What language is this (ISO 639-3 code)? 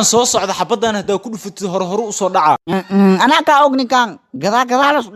som